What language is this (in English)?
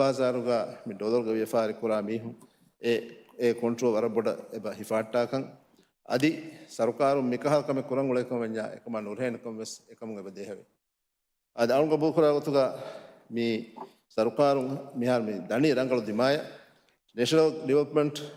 Divehi